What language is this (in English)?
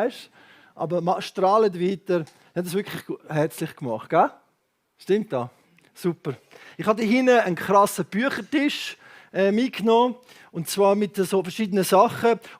Swiss German